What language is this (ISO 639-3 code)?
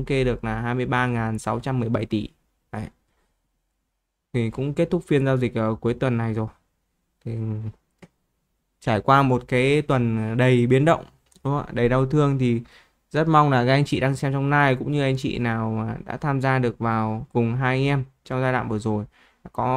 vie